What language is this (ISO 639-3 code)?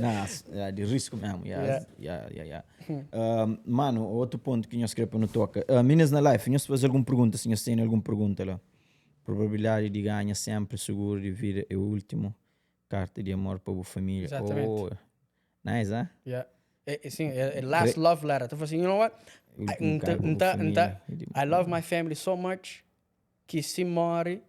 kea